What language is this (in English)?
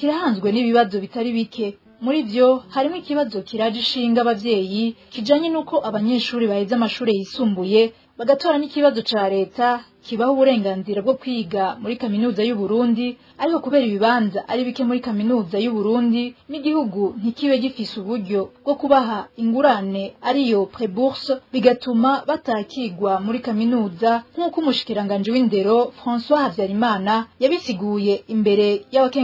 Rundi